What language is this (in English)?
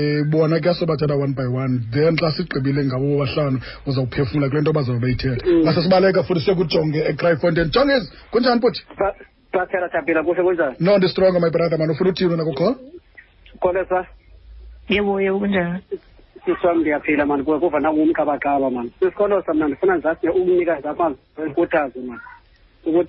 Xhosa